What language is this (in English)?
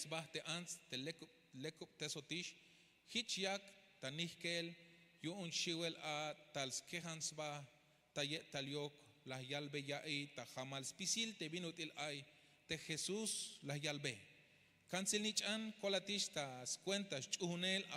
Tzeltal